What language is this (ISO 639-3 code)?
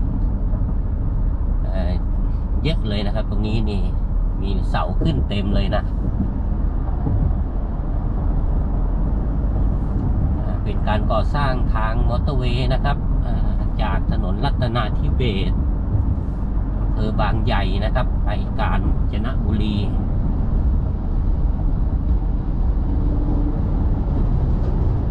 tha